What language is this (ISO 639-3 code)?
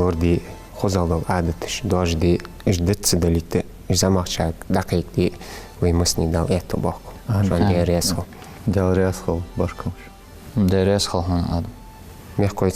inh